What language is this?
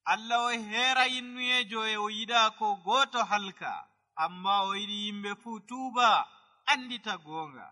Nigerian Fulfulde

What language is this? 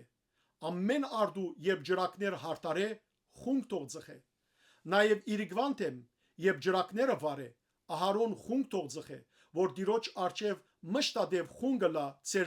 Western Armenian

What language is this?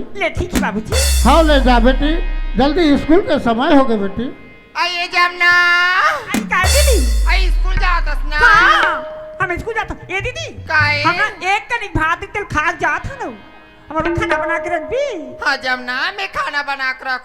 Chhattisgarhi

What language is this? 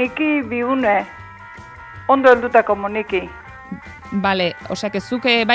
Basque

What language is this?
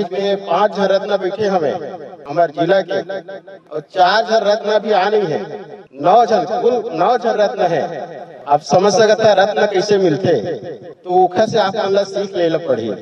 Chhattisgarhi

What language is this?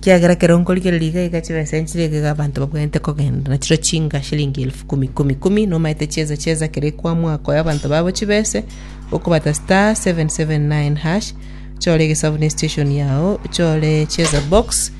Gusii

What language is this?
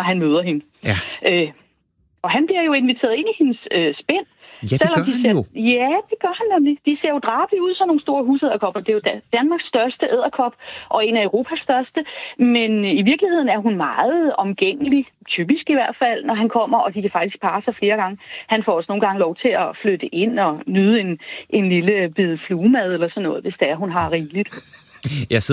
Danish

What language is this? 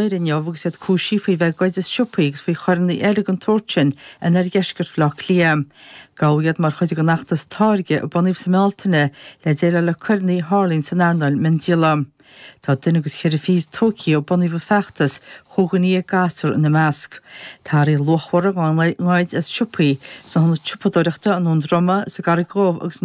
Irish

